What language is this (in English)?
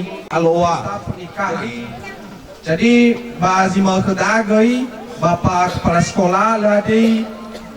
Nias